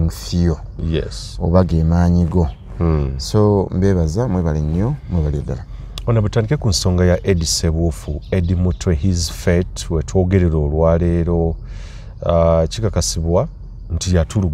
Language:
Ganda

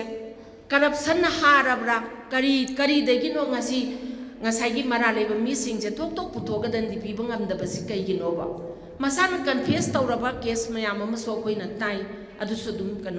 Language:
Manipuri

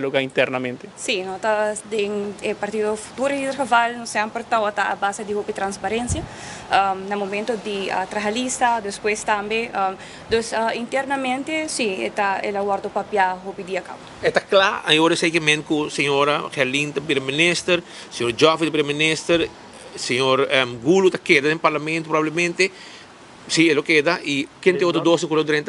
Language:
Papiamento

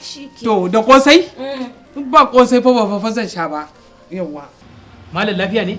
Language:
Hausa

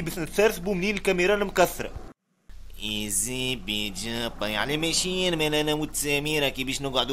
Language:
Tunisian Arabic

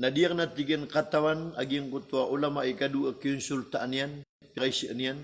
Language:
Maranao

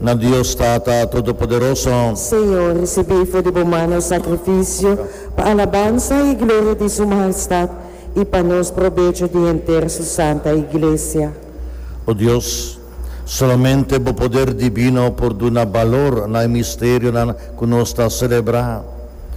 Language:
Papiamento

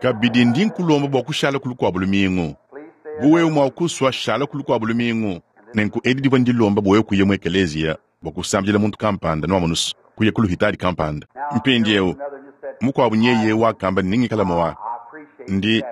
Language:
Luba-Lulua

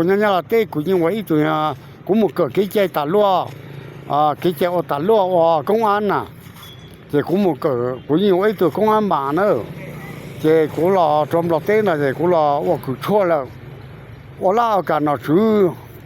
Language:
Hmong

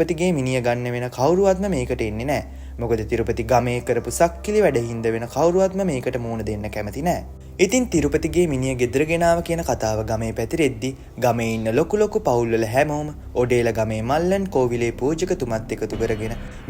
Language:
Sinhala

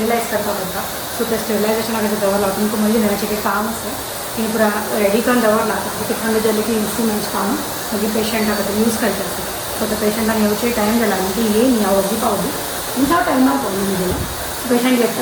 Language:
Konkani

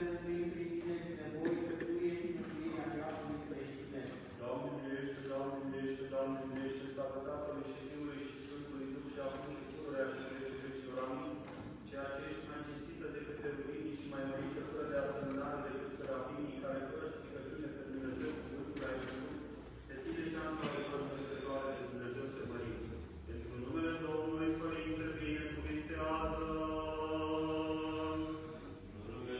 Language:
Romanian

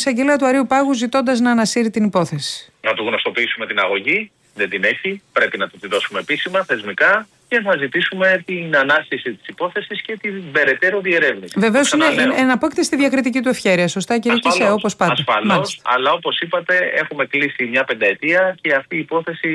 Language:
Greek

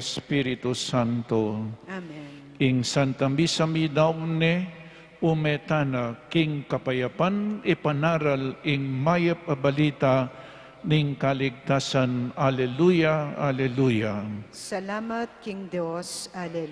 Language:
Pampanga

